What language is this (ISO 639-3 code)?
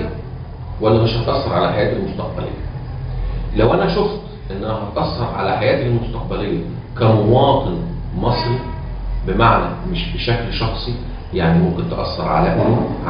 arz